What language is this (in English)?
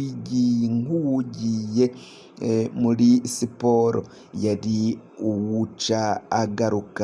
Rundi